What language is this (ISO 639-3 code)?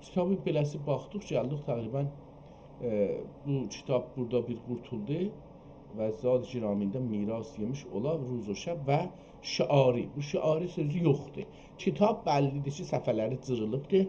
azb